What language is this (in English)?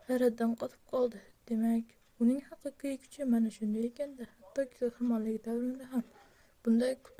Uzbek